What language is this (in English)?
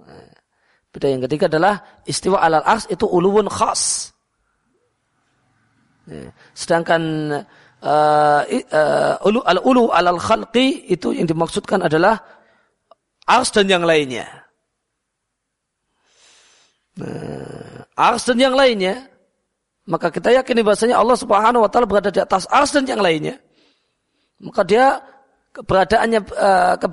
Indonesian